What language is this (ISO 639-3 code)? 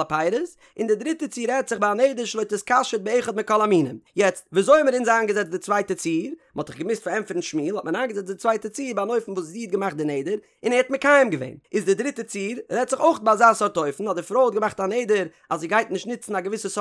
yid